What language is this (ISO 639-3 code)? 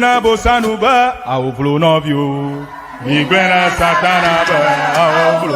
ewe